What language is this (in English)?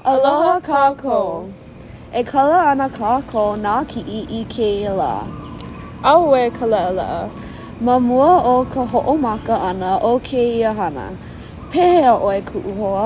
Hawaiian